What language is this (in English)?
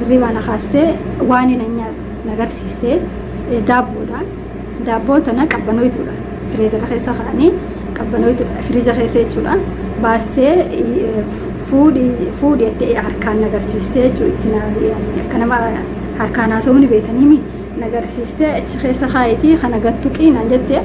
Oromo